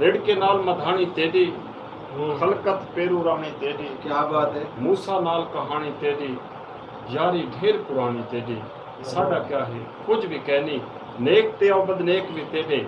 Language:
Saraiki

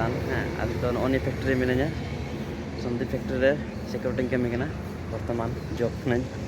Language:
Santali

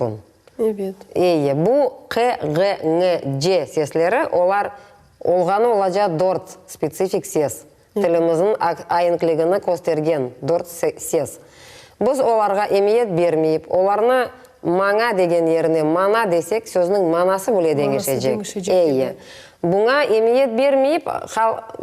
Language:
Crimean Tatar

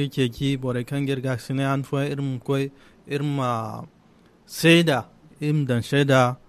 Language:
Zarma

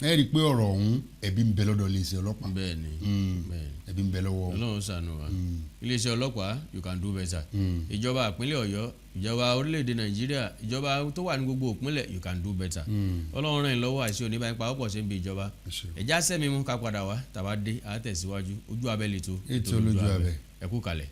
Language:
Yoruba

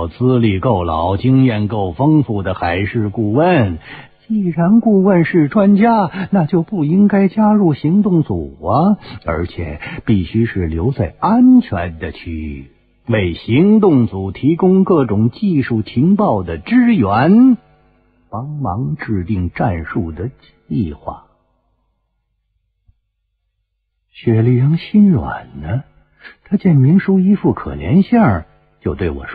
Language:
Chinese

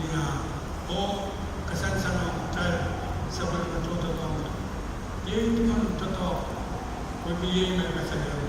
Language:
Pohnpeian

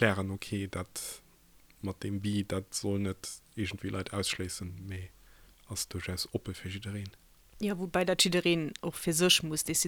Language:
Luxembourgish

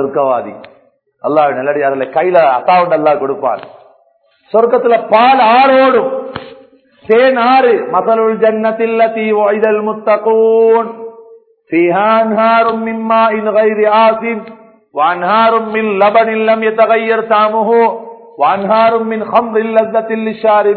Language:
Tamil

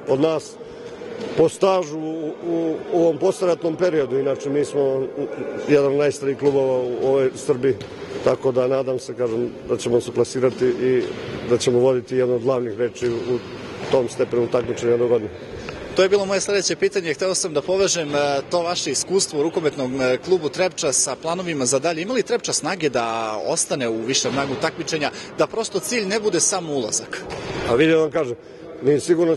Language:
Serbian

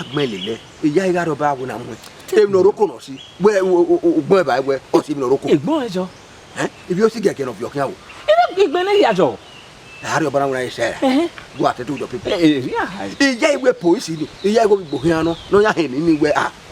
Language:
Bini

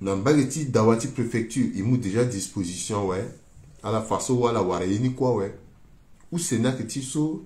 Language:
Sango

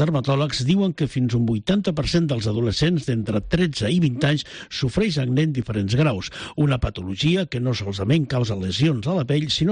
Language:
Catalan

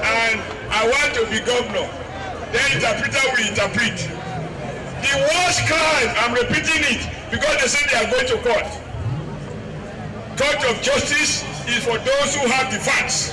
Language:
Nigerian Pidgin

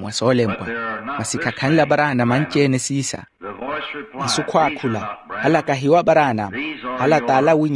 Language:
Makhuwa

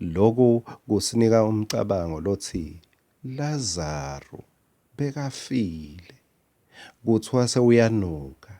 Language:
Swati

